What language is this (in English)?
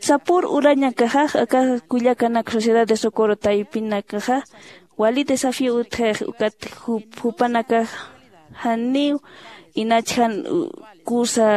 Aymara